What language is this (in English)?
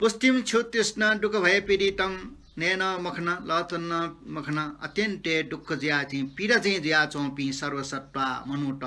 Newari